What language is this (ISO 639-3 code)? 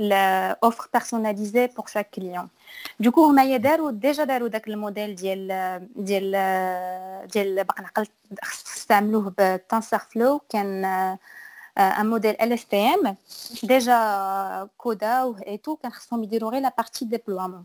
ary